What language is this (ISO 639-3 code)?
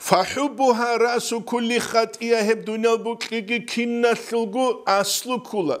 ava